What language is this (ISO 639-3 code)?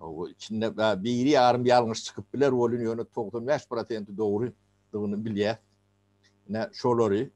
tuk